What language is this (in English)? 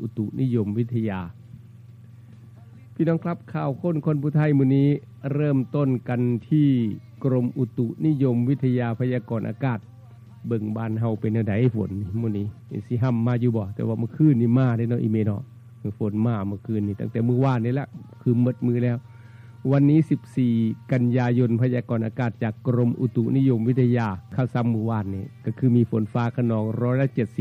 Northeastern Thai